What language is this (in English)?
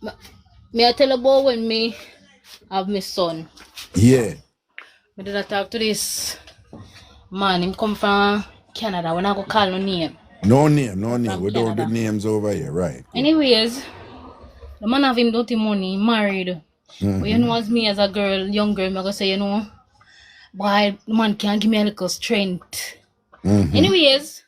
Jamaican Creole English